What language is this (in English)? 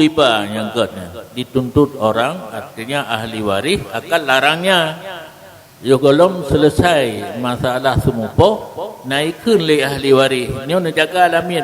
Achinese